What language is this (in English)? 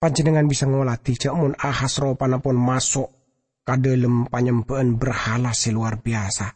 Madurese